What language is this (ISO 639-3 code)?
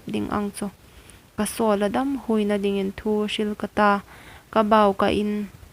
hmr